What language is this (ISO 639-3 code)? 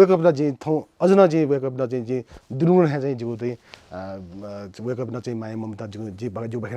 new